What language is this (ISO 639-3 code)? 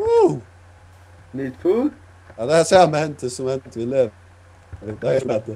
fao